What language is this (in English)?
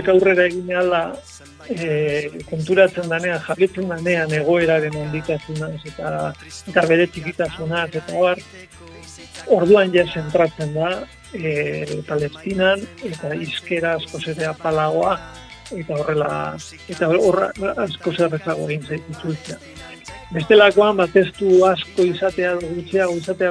Basque